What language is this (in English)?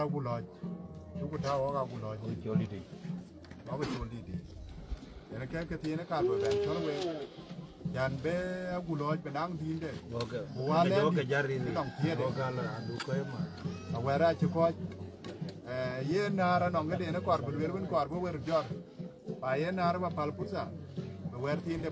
Dinka